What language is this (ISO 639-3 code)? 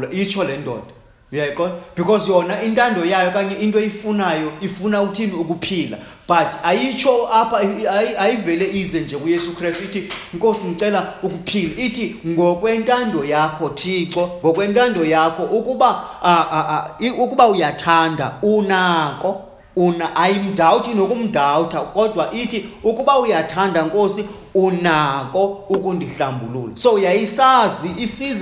xho